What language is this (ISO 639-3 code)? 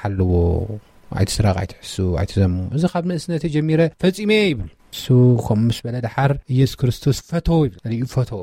tir